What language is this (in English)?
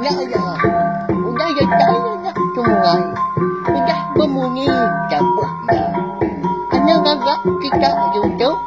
Iban